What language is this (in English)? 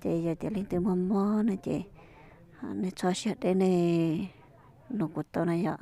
Hmong